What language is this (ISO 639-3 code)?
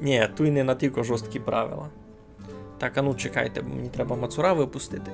rue